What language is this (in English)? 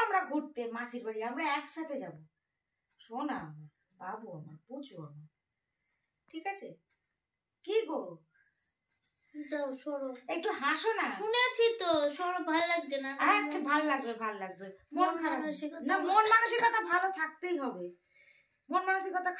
Bangla